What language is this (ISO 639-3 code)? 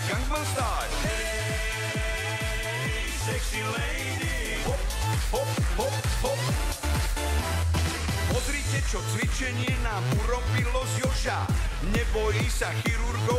slk